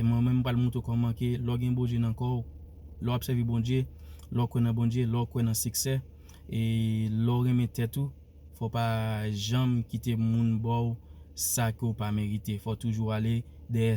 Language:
Haitian Creole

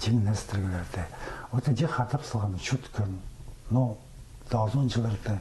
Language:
Khakas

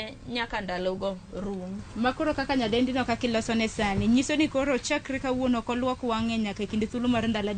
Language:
Luo (Kenya and Tanzania)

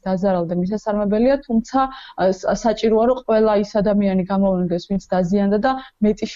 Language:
Georgian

